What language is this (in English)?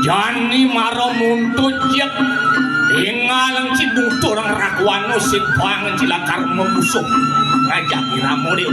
Balinese